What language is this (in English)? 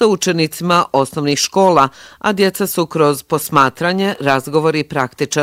Bosnian